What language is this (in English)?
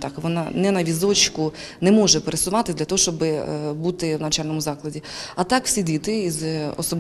Ukrainian